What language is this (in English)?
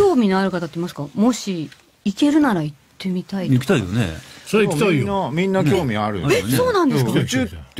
Japanese